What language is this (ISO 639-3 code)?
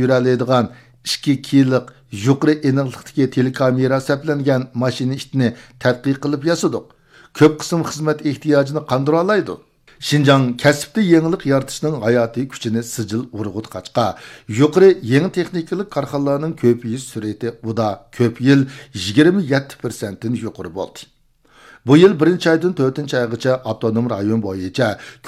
uig